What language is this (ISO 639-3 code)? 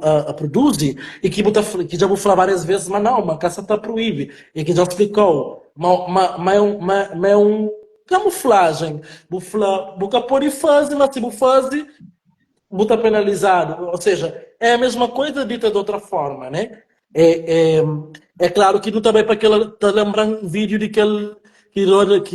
kea